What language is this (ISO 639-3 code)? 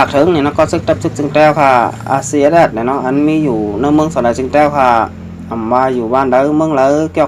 shn